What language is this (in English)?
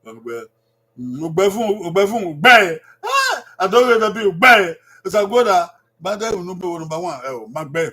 Bini